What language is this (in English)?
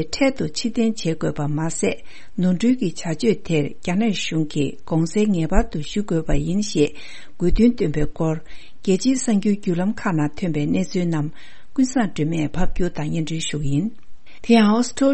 Tibetan